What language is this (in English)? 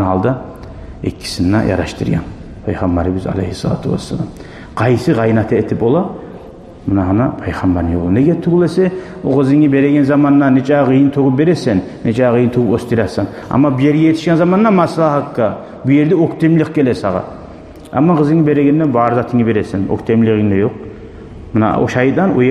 Kumyk